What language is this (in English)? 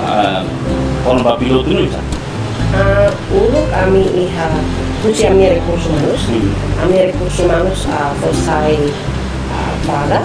Tetum